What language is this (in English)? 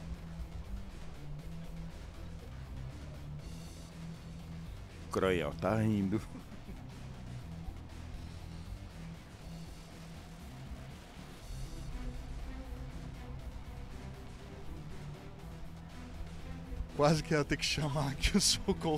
Portuguese